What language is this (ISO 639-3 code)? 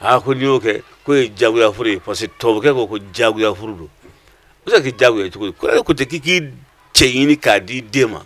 bam